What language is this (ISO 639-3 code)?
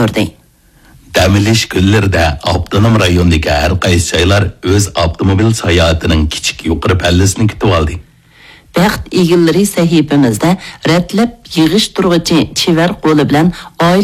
uig